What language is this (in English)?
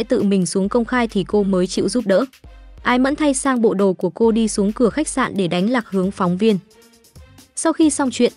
Vietnamese